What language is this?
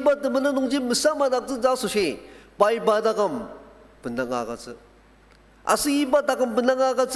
Ao Naga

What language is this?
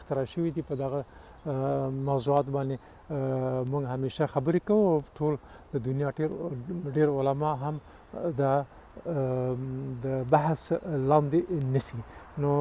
Pashto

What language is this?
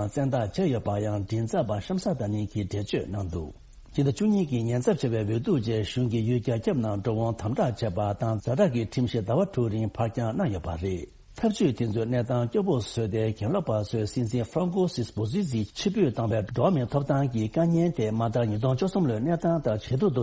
Tibetan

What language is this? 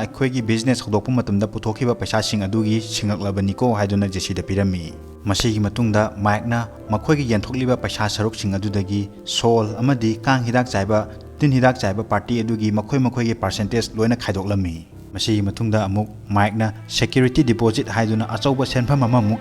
Manipuri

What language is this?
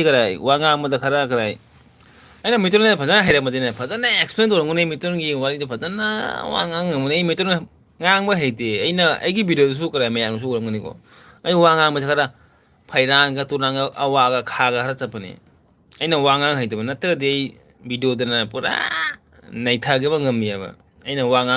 Manipuri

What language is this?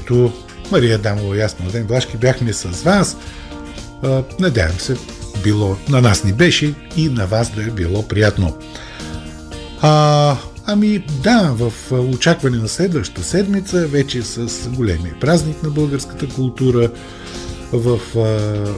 Bulgarian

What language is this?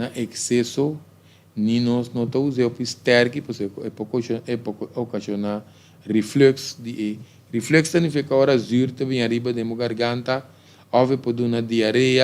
Papiamento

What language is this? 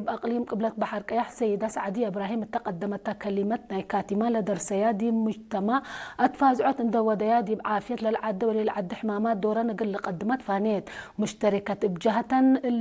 Tigre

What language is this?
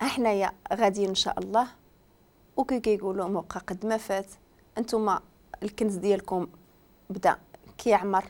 Moroccan Arabic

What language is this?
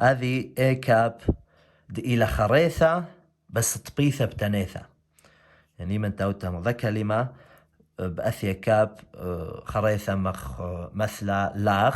Assyrian Neo-Aramaic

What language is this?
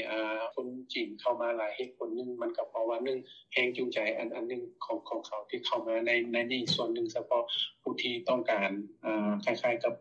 Lao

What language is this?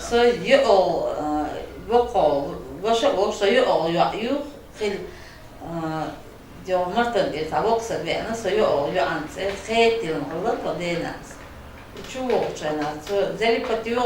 Chechen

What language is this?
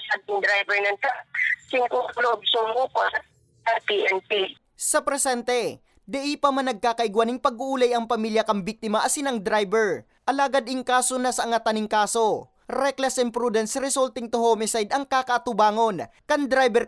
Bikol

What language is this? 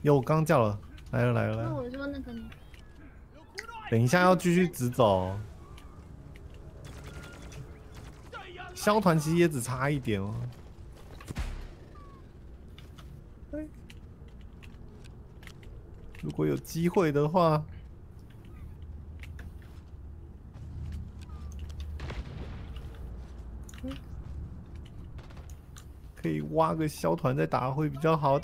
Chinese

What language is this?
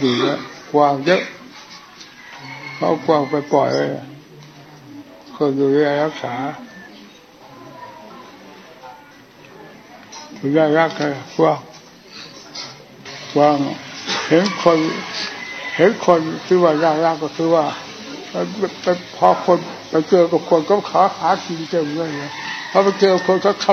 Thai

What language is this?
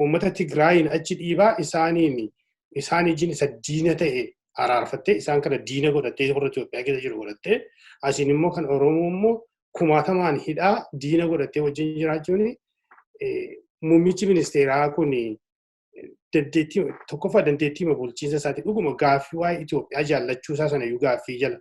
Oromo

